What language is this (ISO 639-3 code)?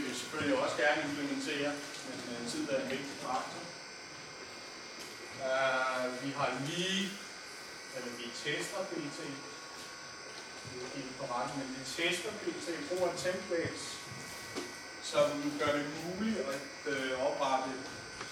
dan